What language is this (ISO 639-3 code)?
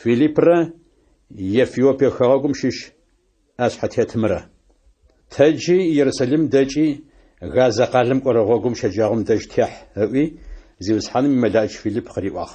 ady